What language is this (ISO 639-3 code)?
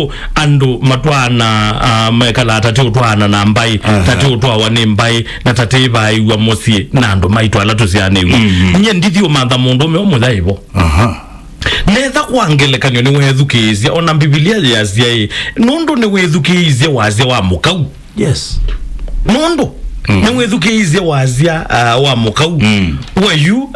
kam